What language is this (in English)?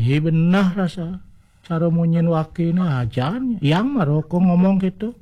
Balinese